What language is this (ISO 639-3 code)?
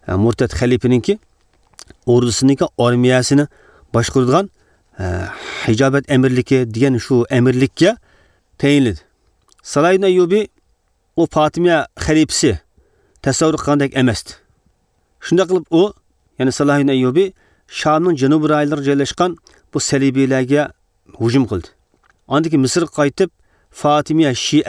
uig